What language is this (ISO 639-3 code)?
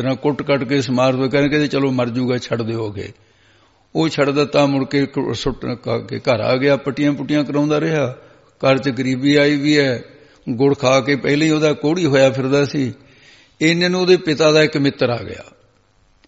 pan